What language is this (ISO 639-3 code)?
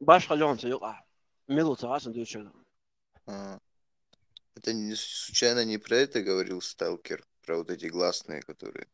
che